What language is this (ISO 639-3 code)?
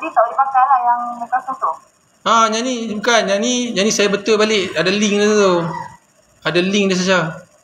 msa